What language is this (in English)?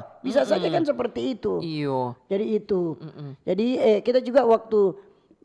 Manado Malay